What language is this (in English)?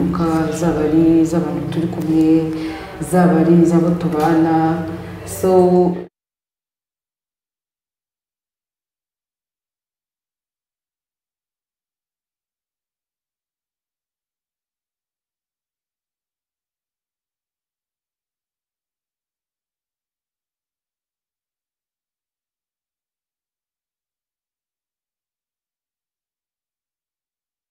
Kinyarwanda